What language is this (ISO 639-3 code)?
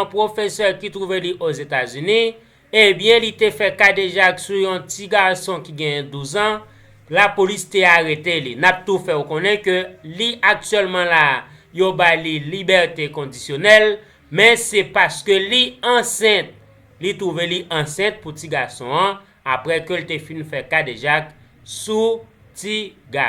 hat